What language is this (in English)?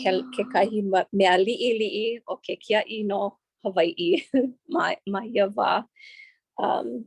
Hawaiian